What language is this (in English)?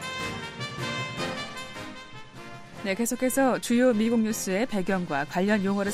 Korean